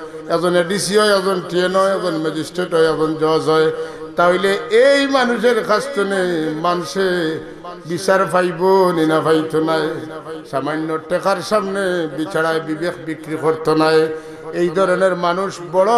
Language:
Sylheti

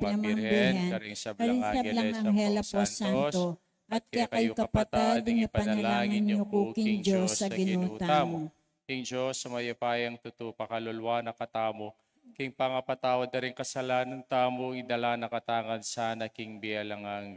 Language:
Pampanga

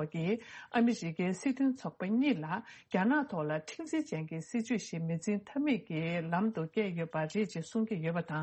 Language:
Tibetan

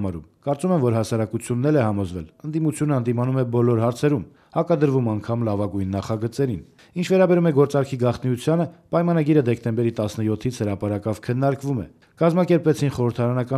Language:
Armenian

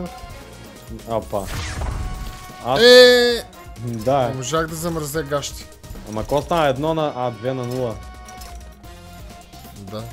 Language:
Bulgarian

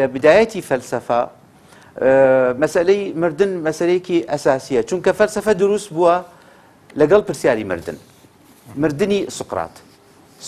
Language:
Kurdish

